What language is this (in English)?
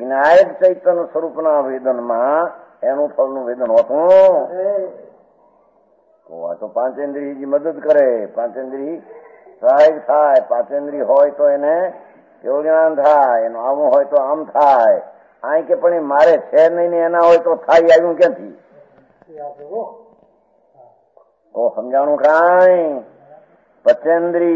Gujarati